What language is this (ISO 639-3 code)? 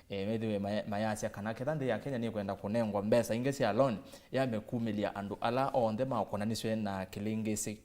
kam